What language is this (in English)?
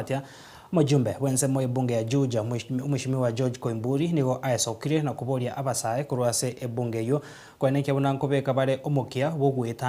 Gusii